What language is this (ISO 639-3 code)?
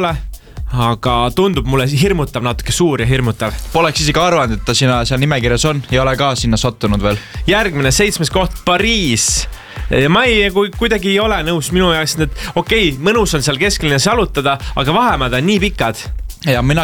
est